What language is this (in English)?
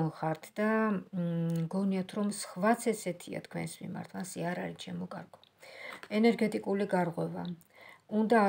Georgian